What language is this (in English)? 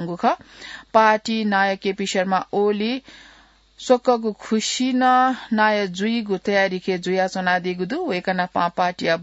Newari